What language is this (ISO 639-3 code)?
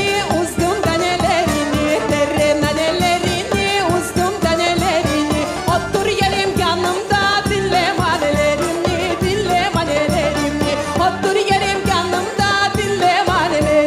crh